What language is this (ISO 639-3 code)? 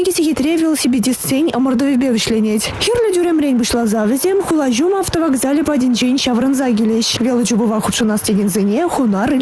chv